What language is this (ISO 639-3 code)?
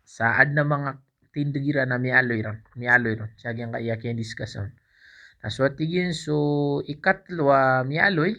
mrw